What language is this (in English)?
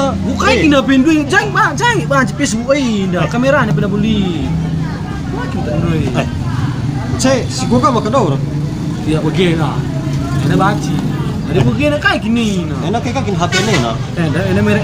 Batak Karo